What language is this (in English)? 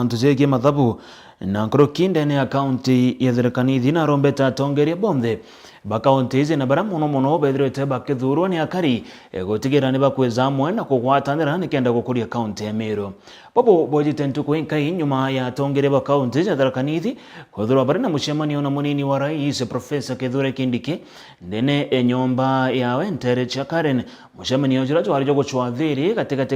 Meru